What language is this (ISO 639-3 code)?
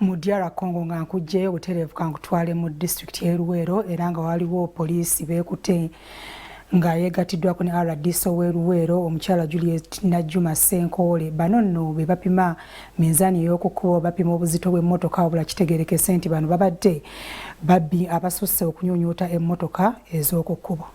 lug